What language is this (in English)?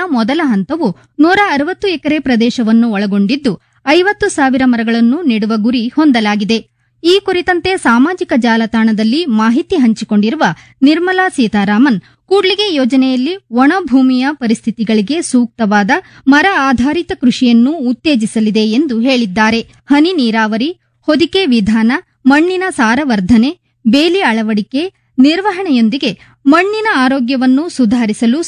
Kannada